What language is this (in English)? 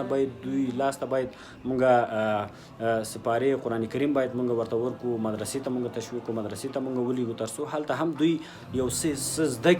Pashto